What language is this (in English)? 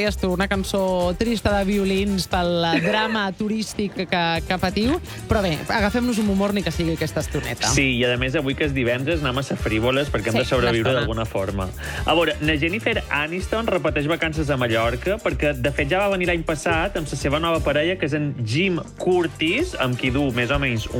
Catalan